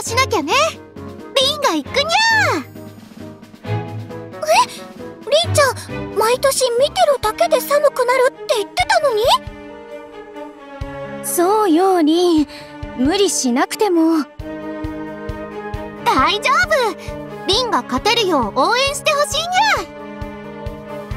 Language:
Japanese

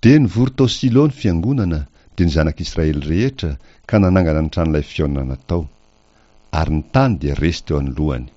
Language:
Malagasy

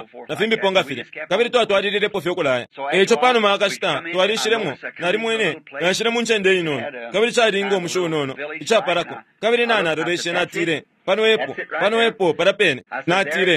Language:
Bemba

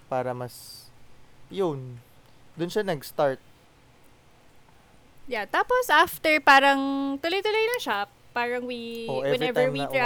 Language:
Filipino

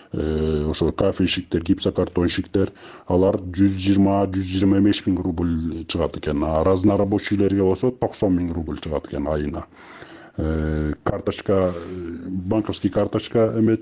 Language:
Kyrgyz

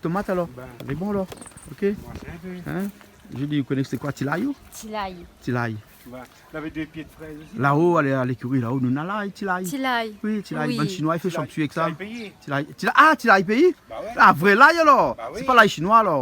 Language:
Réunion Creole French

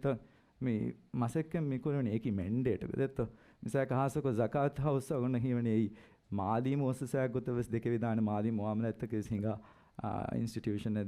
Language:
Divehi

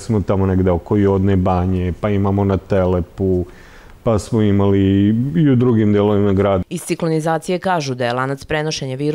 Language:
Serbian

